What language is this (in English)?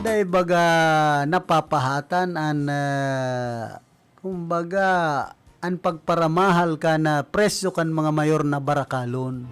Bikol